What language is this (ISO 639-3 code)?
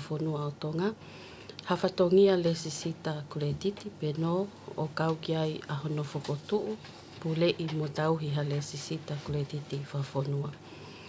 ton